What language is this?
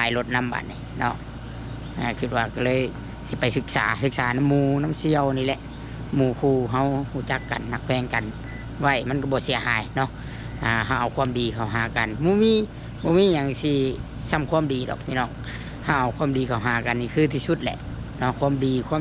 Lao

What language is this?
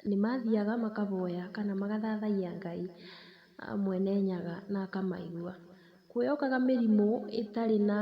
Kikuyu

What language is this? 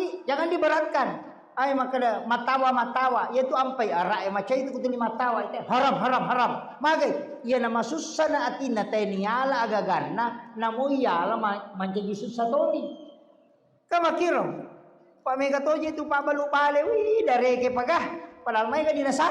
Buginese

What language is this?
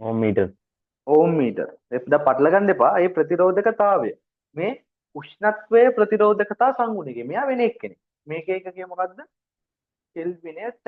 Sinhala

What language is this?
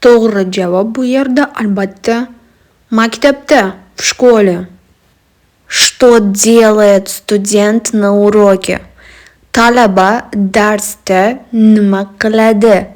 Uzbek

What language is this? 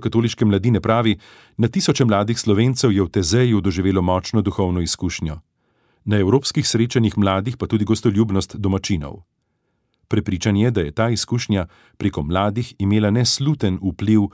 Slovenian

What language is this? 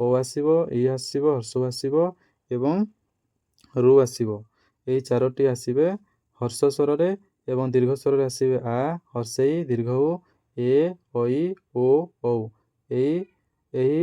Odia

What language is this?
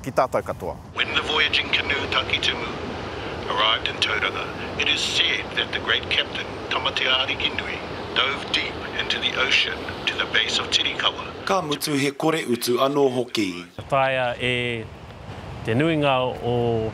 Māori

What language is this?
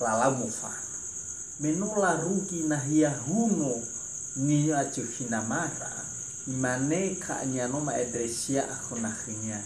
Nias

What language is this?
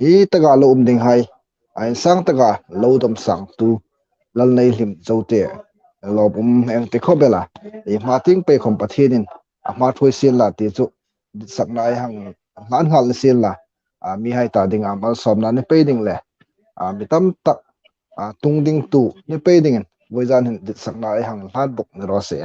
Hmar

